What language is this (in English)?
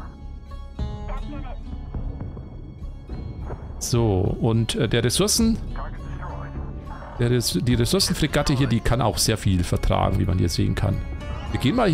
German